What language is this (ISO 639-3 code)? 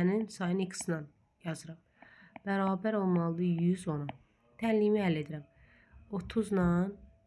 aze